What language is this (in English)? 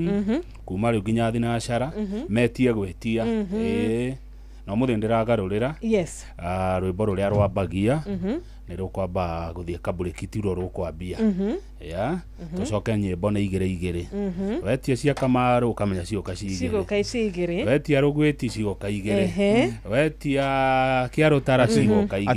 Kikuyu